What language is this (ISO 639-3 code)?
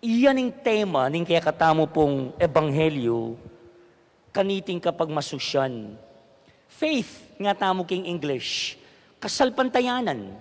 pam